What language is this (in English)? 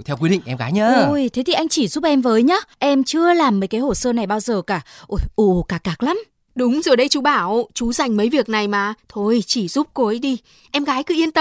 Vietnamese